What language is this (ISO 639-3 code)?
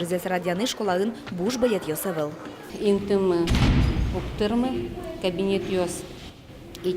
udm